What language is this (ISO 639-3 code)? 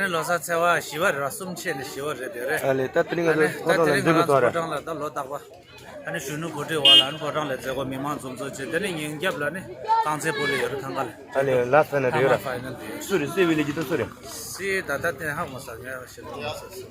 bod